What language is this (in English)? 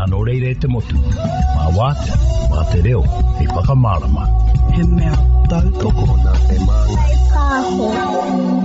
Māori